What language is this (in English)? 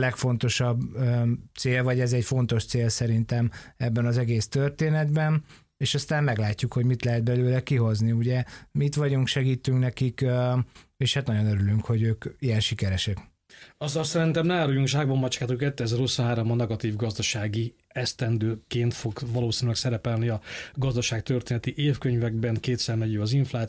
Hungarian